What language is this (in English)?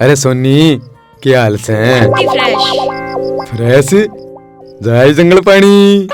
Haryanvi